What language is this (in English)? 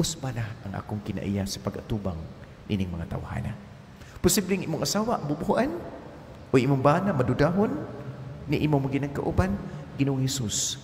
Cebuano